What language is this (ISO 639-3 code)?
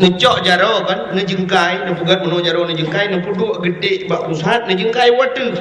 ace